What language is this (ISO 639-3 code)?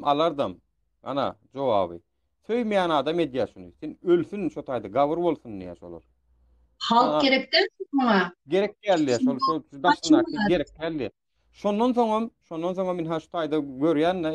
tuk